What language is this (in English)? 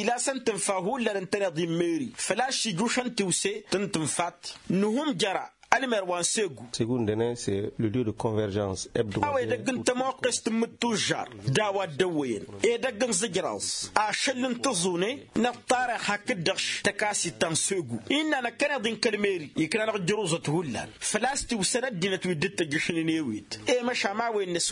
Tamasheq